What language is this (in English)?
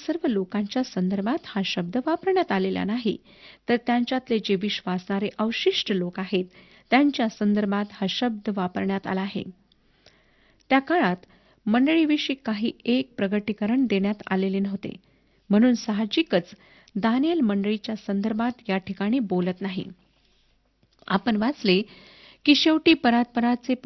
Marathi